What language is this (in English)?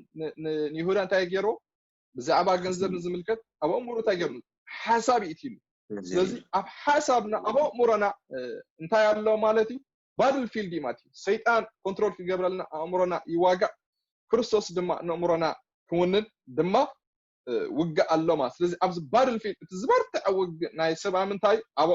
Tigrinya